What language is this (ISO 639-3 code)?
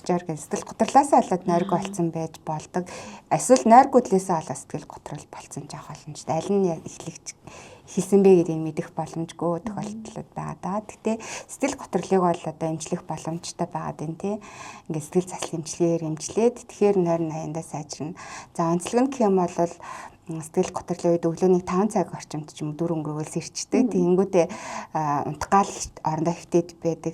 mon